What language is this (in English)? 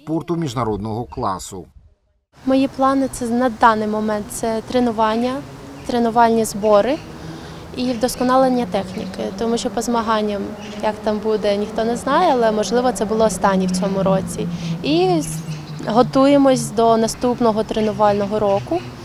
Ukrainian